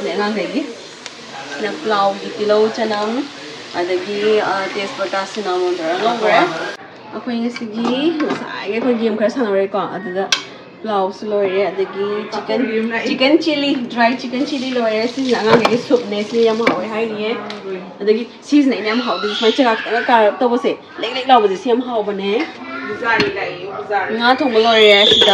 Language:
Manipuri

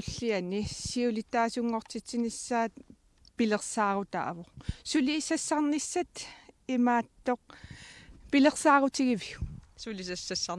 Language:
Kalaallisut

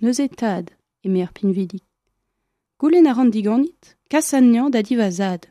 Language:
Breton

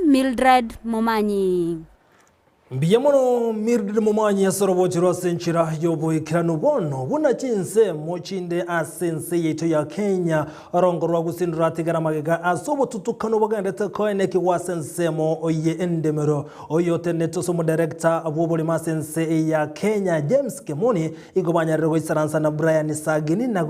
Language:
Gusii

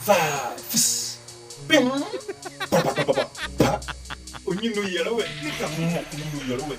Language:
Bimoba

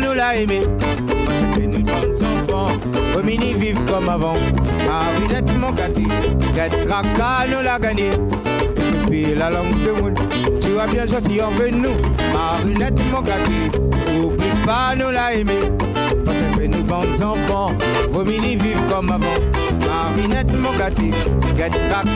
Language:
Réunion Creole French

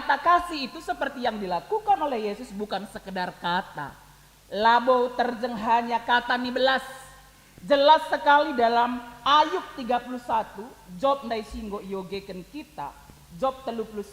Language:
Batak Karo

